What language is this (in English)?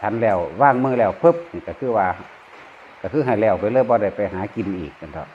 Lao